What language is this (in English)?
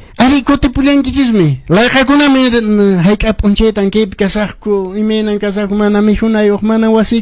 Quechua